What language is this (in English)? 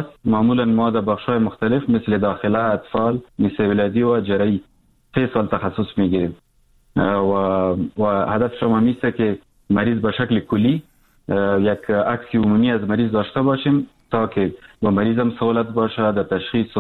Persian